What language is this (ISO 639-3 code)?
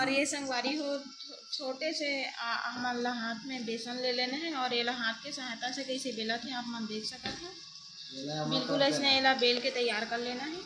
hne